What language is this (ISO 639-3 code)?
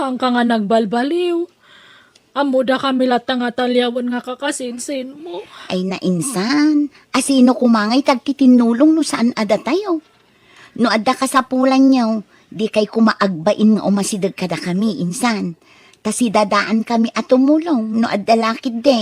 ilo